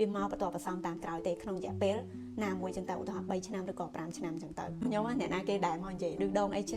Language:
Khmer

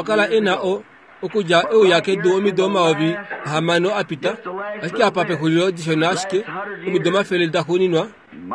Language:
Kuanyama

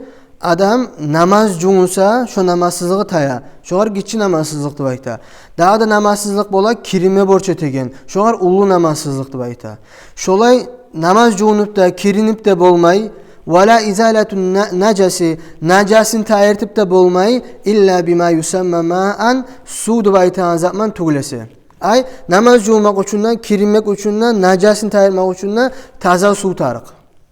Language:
Kumyk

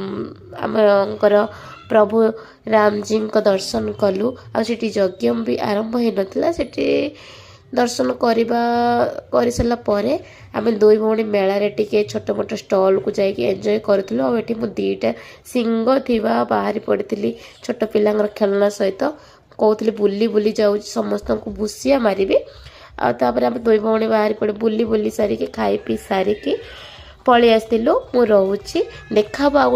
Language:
Odia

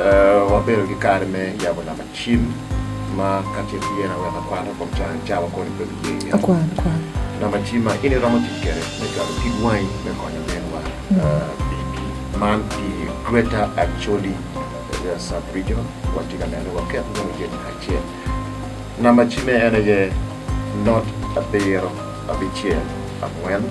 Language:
Acoli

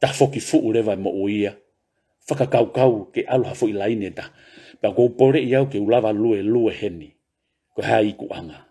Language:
Tongan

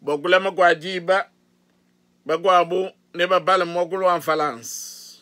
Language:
Luba-Lulua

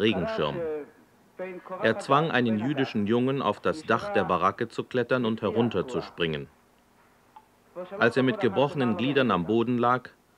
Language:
German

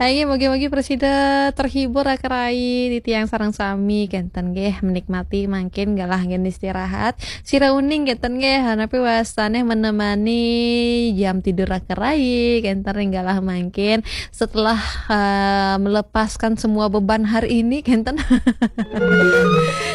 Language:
Balinese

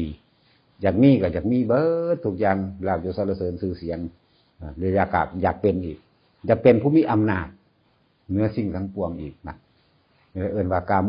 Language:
Northeastern Thai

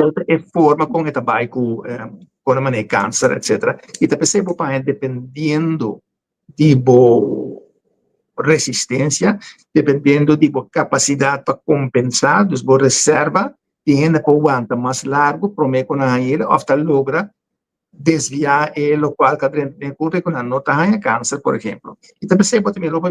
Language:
Papiamento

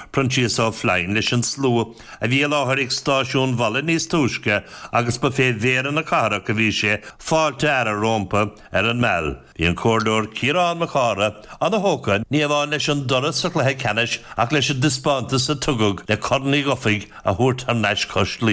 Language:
Irish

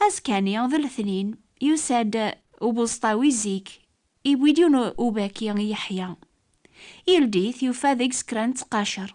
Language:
Kabyle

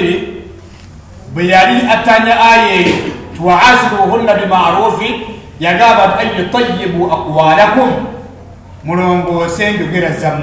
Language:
Ganda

